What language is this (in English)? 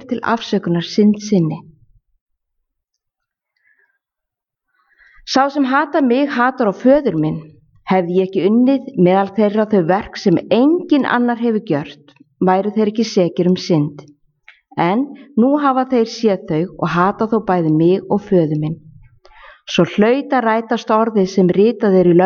Icelandic